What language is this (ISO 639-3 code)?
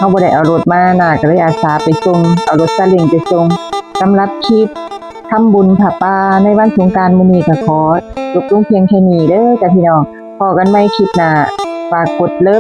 tts